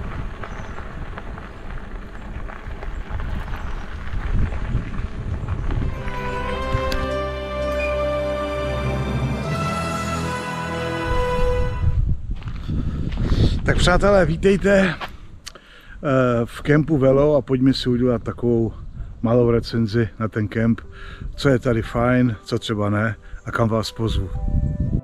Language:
Czech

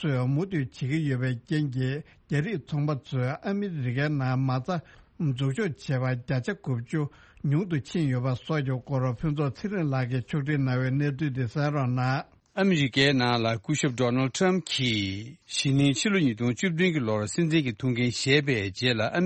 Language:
Tibetan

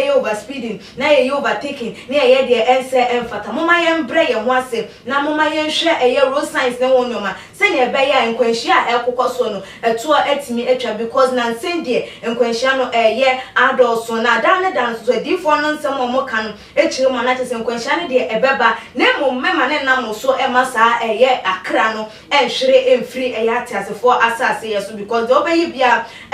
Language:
Akan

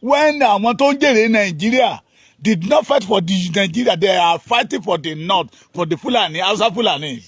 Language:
Yoruba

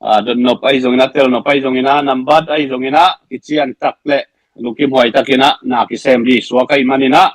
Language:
Tedim Chin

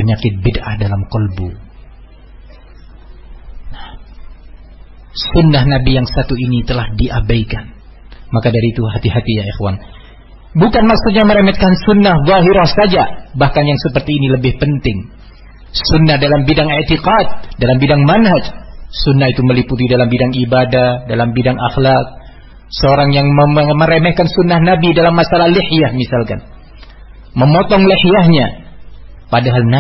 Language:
Indonesian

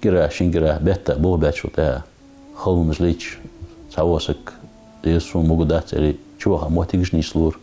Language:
Ingush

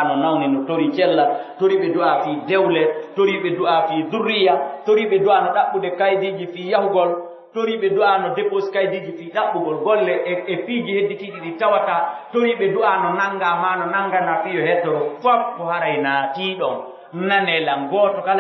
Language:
Pular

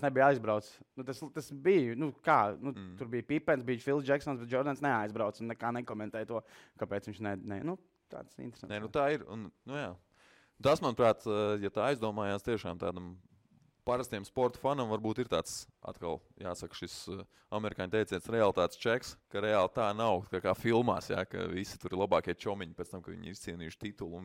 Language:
Latvian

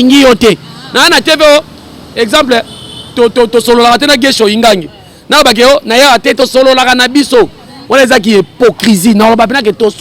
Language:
Lingala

